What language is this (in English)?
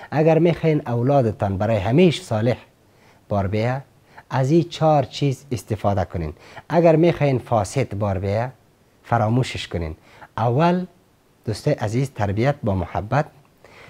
Persian